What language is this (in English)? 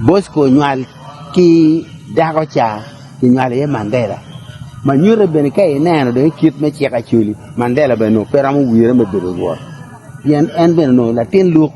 Acoli